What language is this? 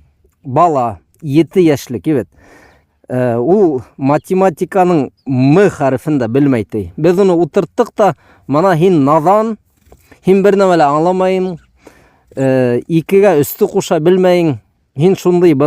Bashkir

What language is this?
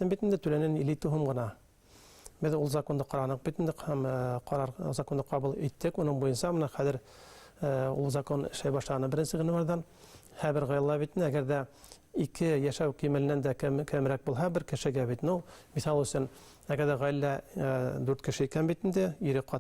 Bashkir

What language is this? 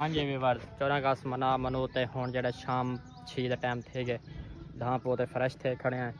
Saraiki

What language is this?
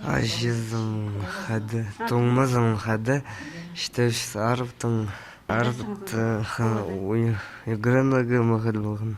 Khakas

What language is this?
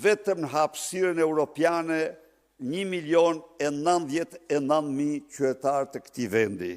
Albanian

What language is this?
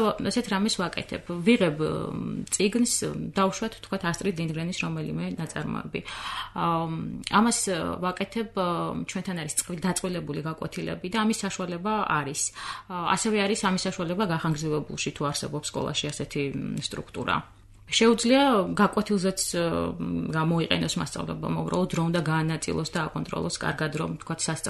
Georgian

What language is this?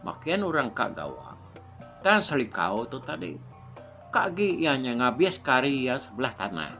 Iban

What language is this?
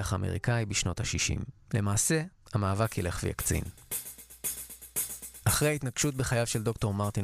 Hebrew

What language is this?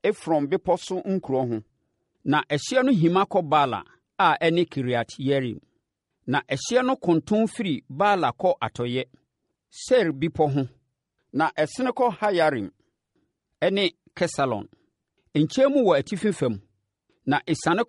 Akan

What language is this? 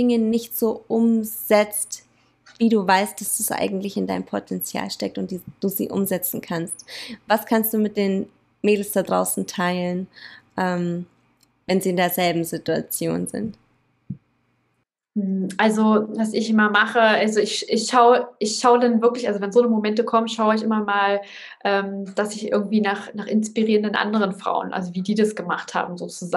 German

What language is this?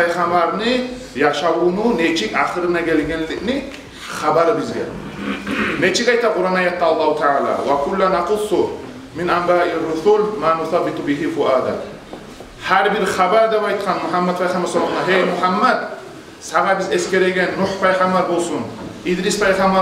Kumyk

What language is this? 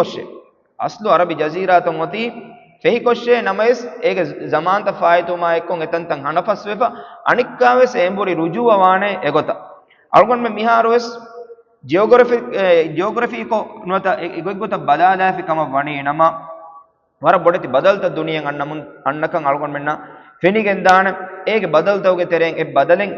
Divehi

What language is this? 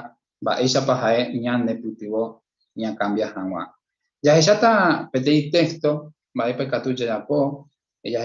Guarani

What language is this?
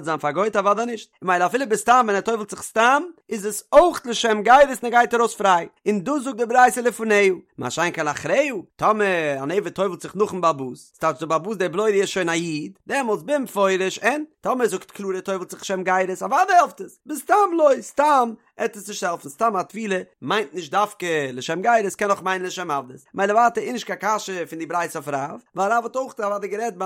Yiddish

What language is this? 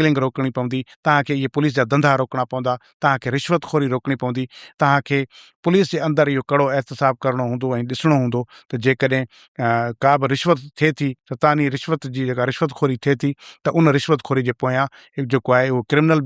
Sindhi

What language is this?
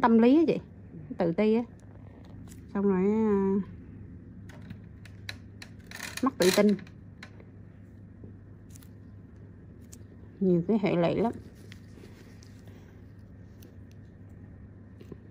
Vietnamese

